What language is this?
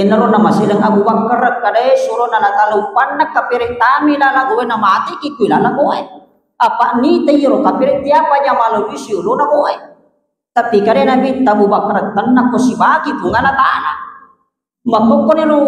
Buginese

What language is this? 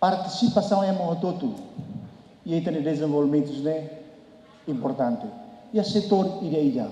Tetum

